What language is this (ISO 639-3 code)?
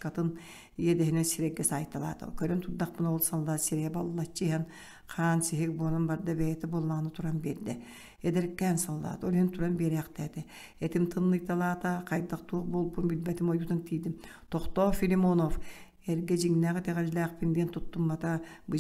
sah